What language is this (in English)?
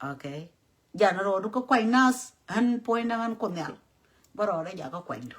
Nuer